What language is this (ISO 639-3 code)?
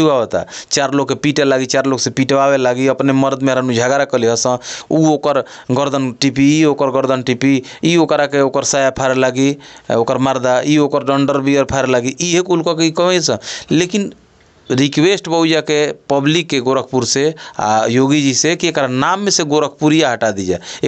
bho